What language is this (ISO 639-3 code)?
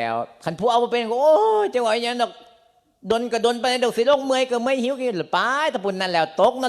lao